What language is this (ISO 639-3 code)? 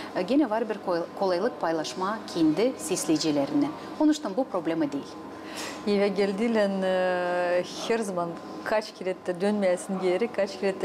gag